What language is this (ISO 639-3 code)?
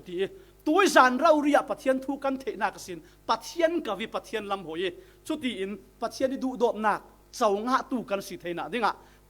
cfm